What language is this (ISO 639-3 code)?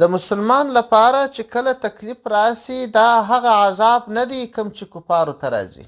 pus